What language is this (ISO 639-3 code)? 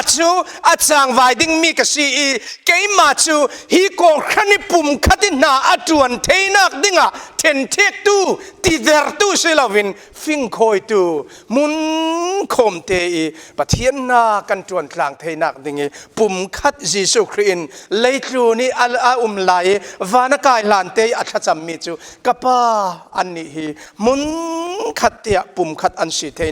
cfm